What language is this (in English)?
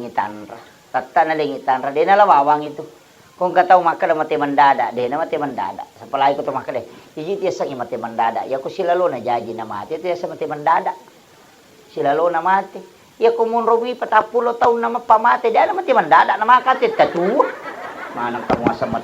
Buginese